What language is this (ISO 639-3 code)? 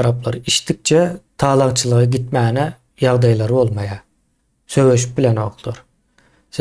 tuk